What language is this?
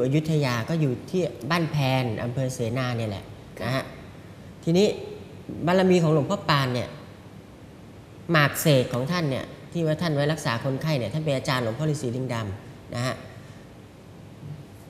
Thai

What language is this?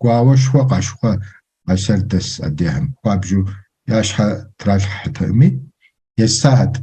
Kabardian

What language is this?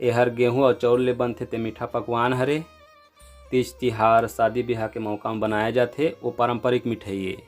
Chhattisgarhi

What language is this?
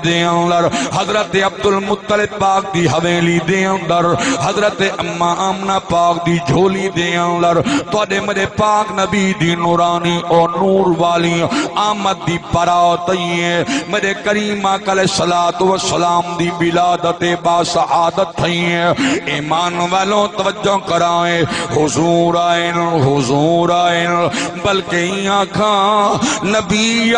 Saraiki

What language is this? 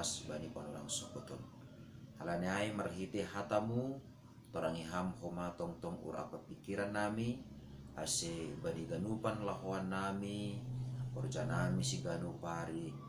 Batak Simalungun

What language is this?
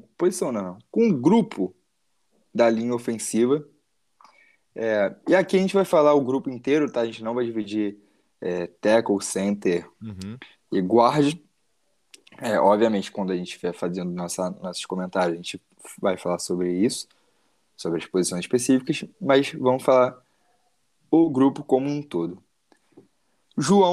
Portuguese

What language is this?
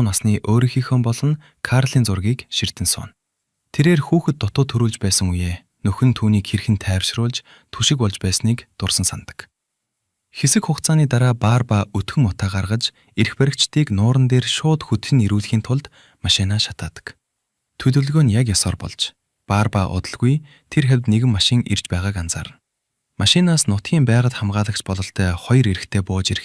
Mongolian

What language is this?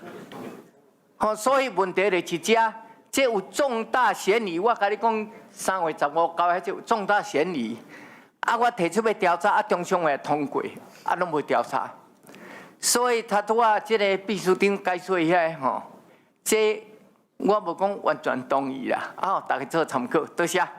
Min Nan Chinese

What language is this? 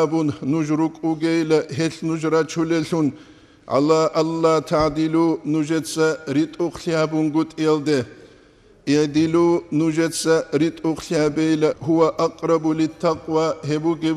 Avaric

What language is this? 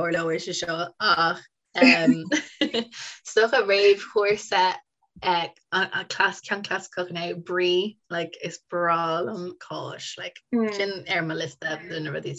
Irish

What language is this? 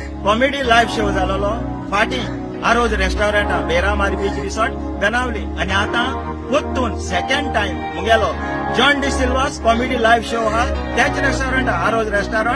Konkani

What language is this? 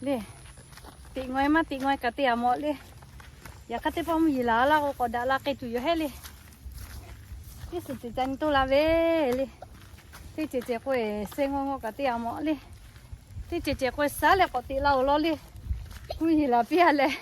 Lahu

